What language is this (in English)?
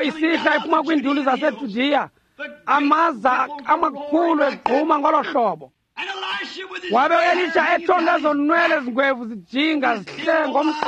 Xhosa